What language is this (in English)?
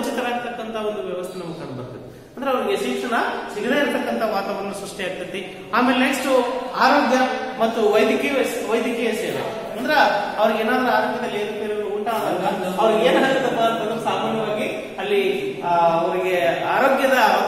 Kannada